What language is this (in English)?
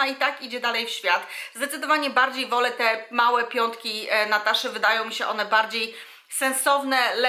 Polish